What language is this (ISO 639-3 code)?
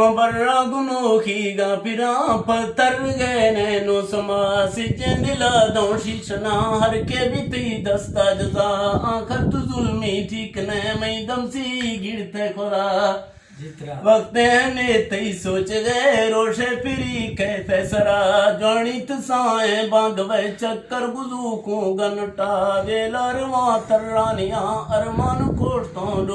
bgp